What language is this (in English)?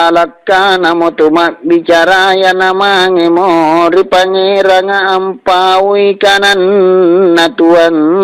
Makasar